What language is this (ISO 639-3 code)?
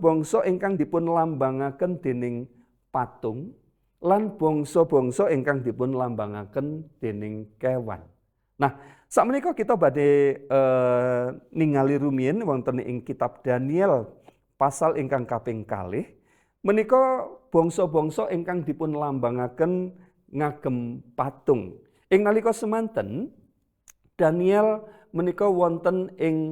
jav